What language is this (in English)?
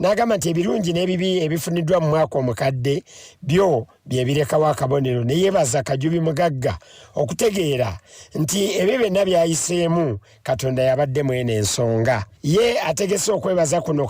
Ganda